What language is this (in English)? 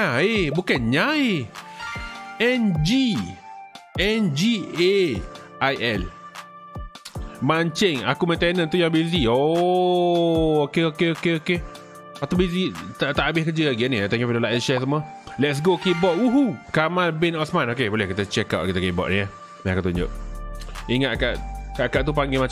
Malay